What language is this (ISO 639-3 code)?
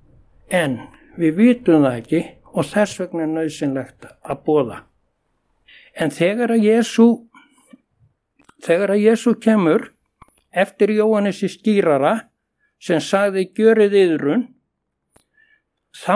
isl